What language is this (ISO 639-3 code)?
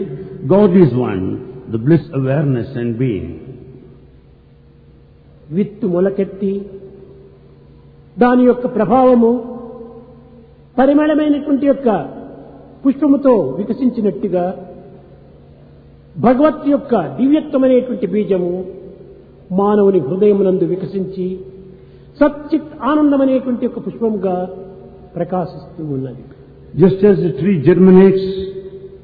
tel